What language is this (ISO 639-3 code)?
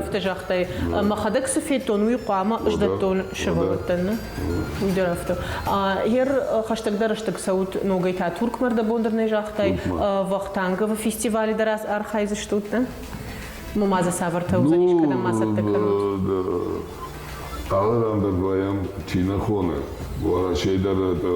oss